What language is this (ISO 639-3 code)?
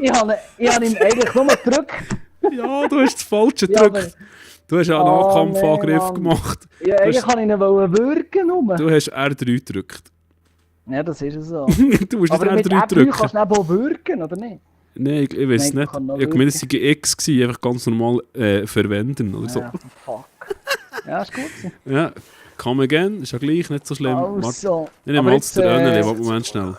gsw